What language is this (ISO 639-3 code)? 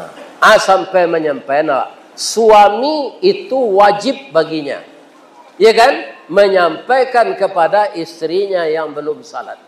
min